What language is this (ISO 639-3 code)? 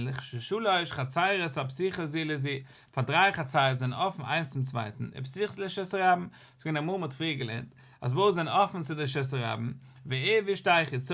yid